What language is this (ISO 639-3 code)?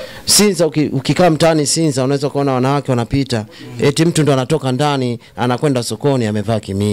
swa